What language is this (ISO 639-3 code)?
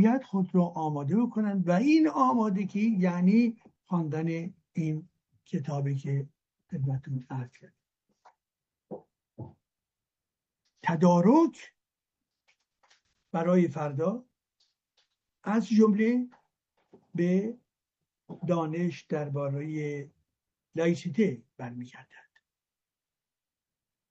fas